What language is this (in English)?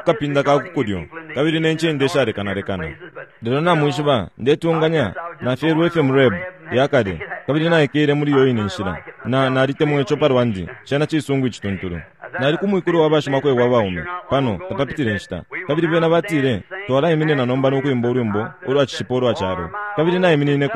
Bemba